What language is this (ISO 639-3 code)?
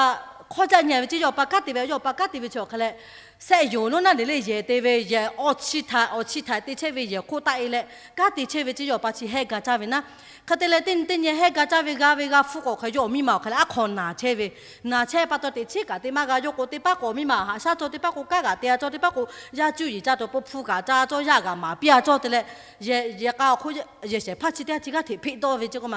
lhu